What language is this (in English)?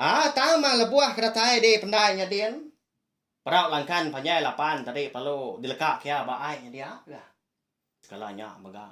Iban